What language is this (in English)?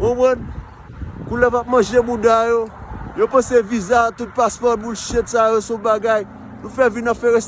Haitian Creole